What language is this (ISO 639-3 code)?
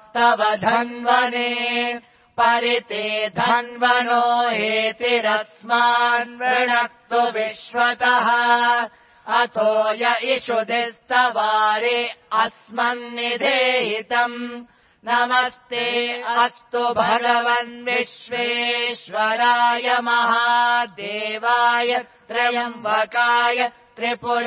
san